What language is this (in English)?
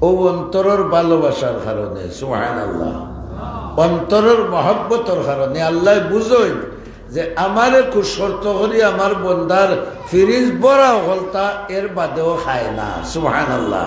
Sylheti